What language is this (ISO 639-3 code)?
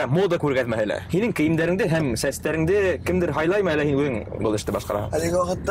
bak